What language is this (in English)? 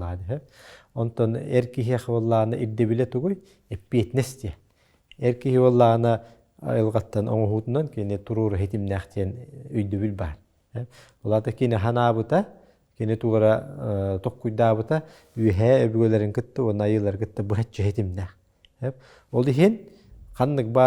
Yakut